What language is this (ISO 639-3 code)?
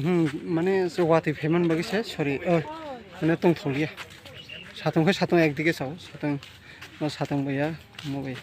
trp